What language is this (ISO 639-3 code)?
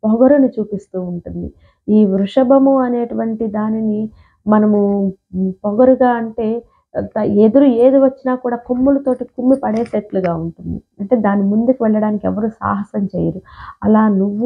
tel